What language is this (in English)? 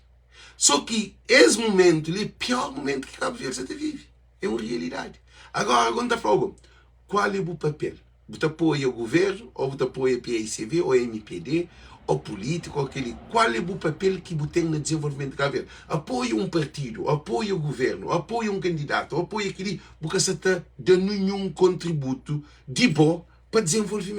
Kabuverdianu